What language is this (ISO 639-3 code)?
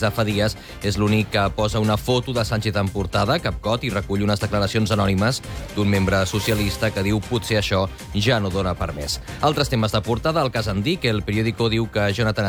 cat